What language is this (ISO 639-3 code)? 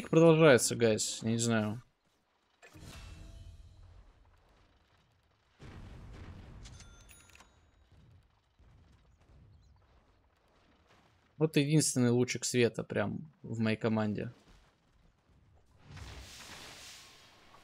rus